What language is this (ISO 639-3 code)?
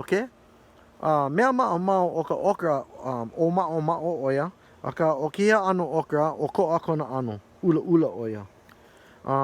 haw